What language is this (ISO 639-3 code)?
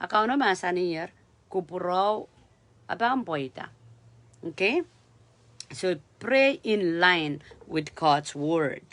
pon